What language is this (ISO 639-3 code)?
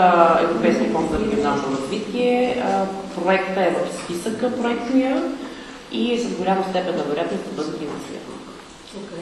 bul